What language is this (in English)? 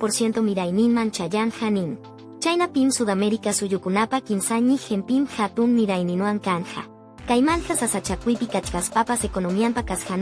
Quechua